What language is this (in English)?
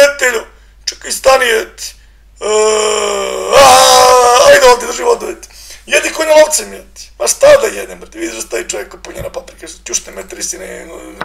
Serbian